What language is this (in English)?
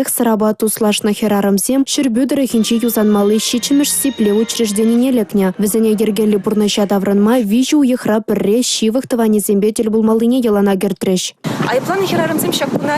Chuvash